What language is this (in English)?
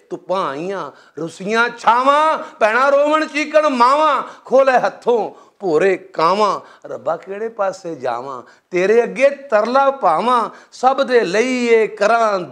Western Panjabi